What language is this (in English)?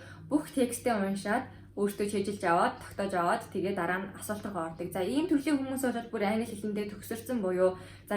Mongolian